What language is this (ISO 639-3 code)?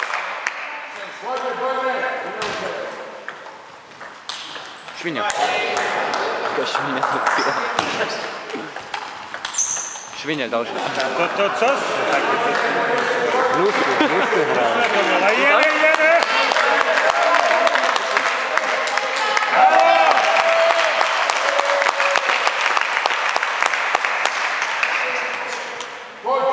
slk